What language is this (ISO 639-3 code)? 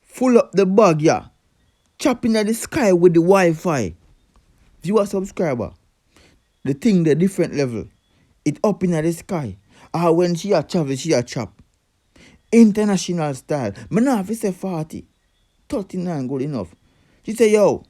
jam